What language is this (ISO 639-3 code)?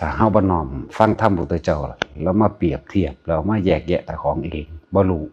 tts